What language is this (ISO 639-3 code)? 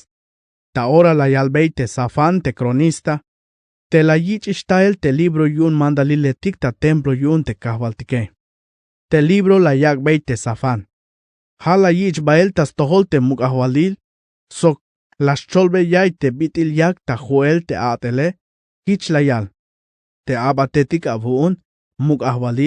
tzh